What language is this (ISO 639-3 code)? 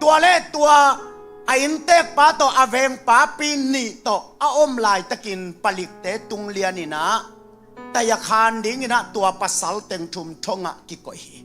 ctd